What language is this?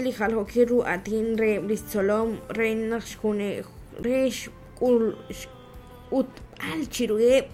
Kekchí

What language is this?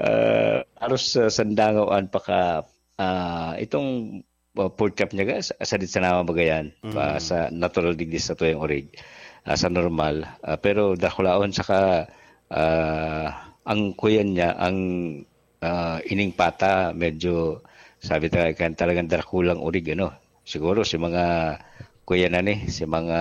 Bikol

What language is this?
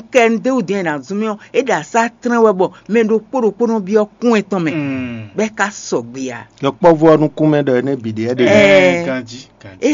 Fon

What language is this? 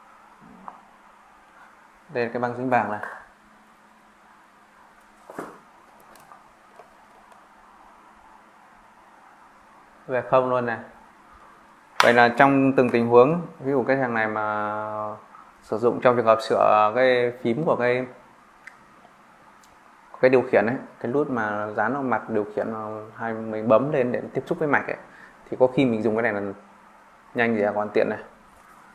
Vietnamese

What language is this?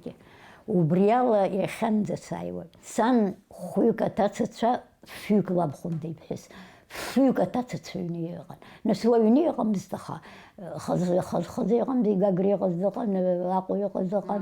Abkhazian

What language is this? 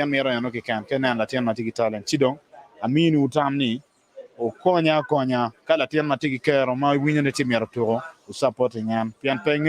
Acoli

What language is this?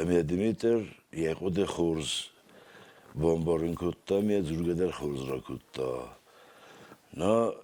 Ossetic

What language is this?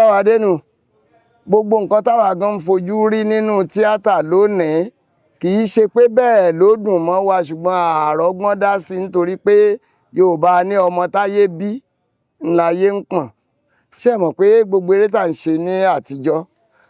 Yoruba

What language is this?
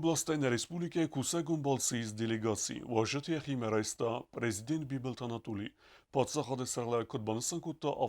Ossetic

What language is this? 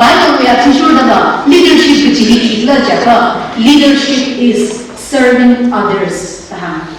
Tangkhul Naga (India)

